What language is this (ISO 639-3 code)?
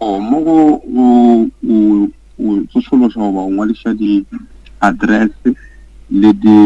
nso